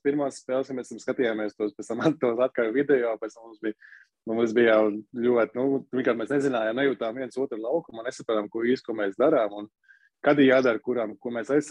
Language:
Latvian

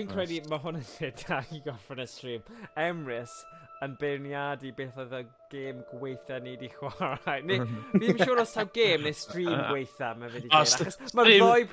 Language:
Welsh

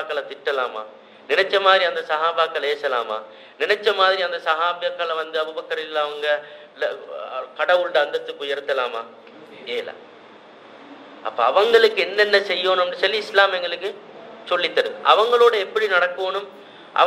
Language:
Tamil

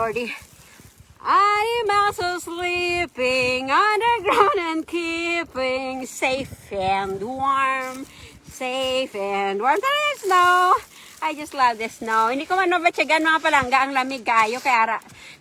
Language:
Hiligaynon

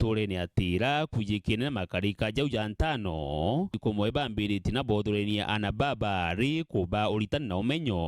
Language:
Meru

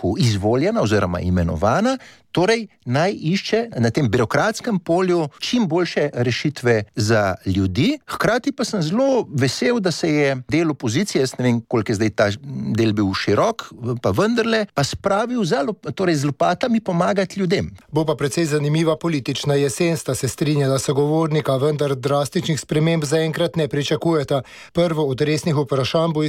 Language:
Slovenian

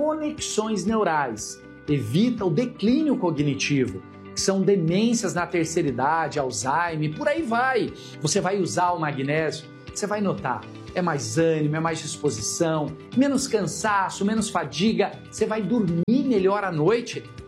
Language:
Portuguese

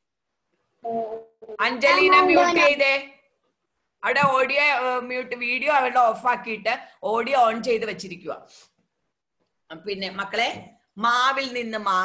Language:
Malayalam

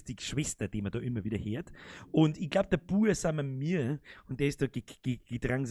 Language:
Bavarian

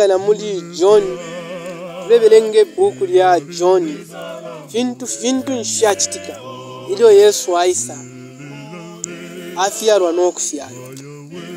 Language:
Bemba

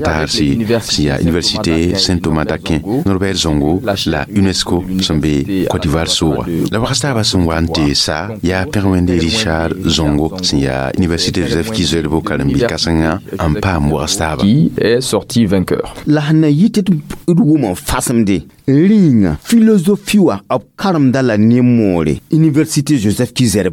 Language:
Mossi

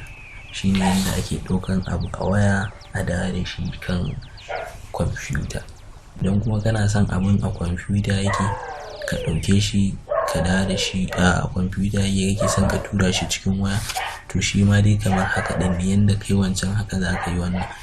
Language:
Hausa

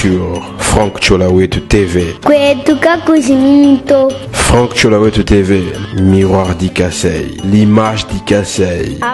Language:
Luba-Lulua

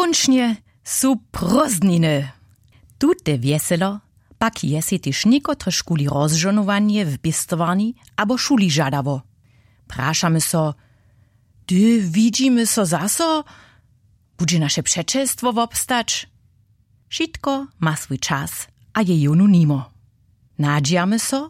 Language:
Upper Sorbian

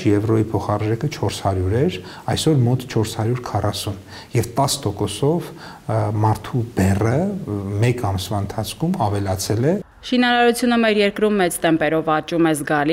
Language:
Armenian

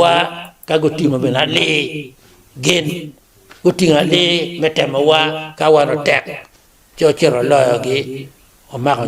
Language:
Acoli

